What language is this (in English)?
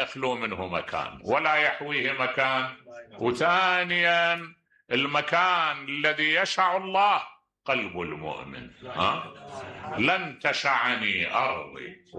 Mesopotamian Arabic